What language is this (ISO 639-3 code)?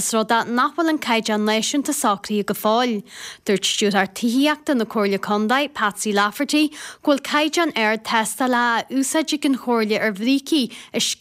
gle